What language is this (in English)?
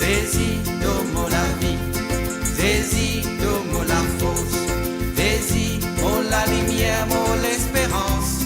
Morisyen